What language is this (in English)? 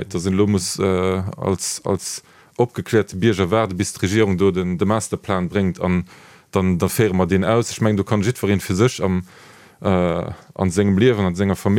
Luxembourgish